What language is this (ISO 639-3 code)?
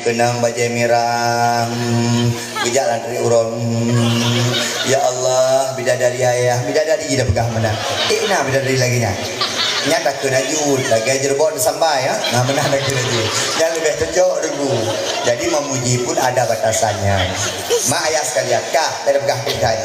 ace